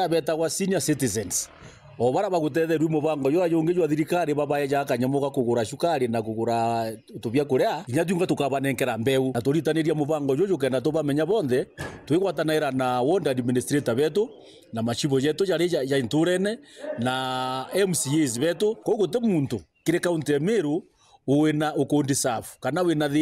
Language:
Meru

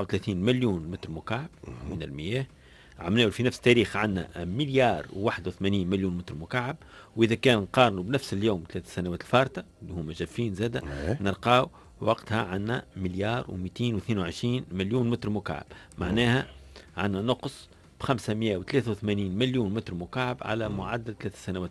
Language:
Tunisian Arabic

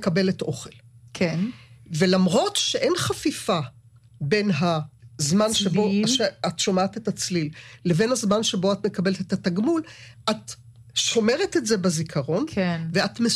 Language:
Hebrew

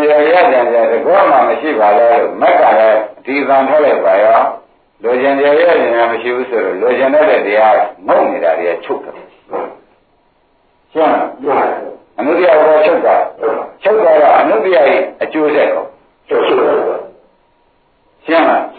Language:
Burmese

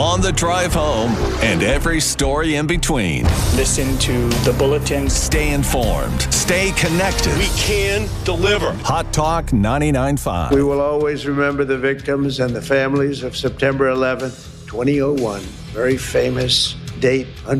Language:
English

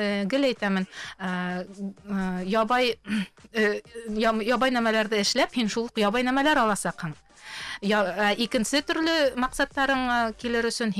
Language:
Bashkir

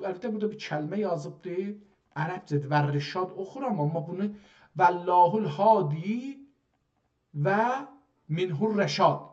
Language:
South Azerbaijani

